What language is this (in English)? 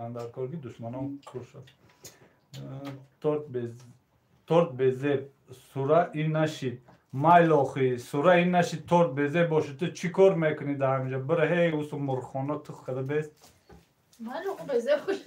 Tajik